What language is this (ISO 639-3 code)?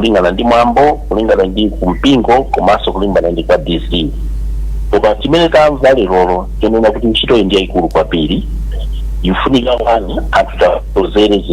nya